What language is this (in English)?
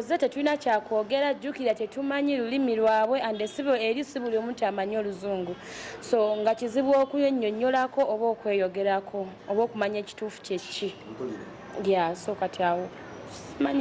Ganda